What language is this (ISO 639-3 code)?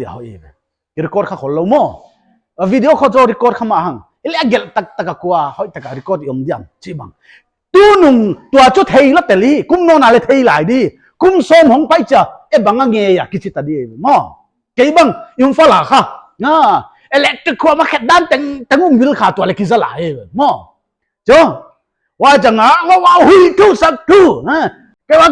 pck